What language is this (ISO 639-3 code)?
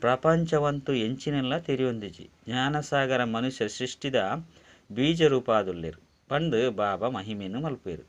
tcy